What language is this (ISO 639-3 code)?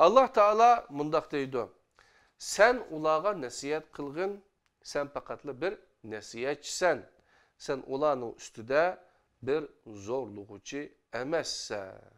uig